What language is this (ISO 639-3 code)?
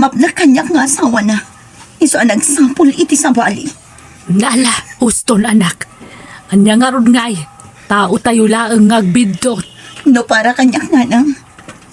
ilo